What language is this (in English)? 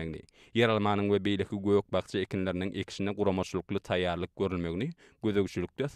Turkmen